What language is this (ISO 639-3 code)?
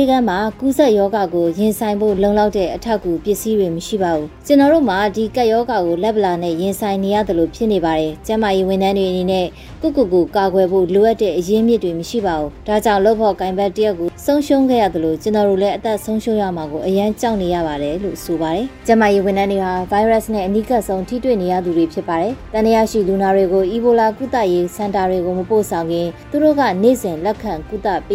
mya